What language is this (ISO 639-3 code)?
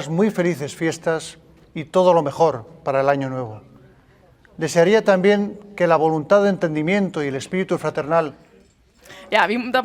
lim